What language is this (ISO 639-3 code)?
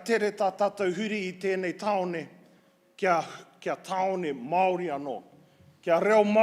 mri